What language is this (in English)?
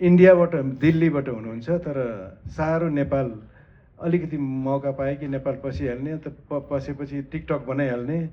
Nepali